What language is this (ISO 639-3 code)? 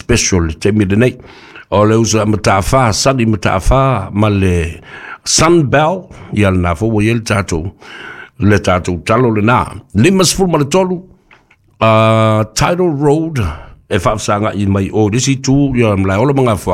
smo